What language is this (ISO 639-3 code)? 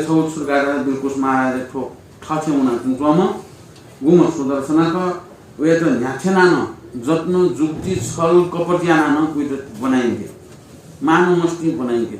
new